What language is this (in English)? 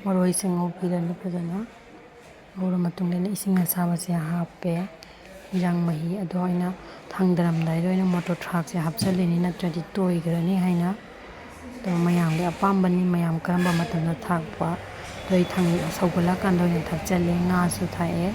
Manipuri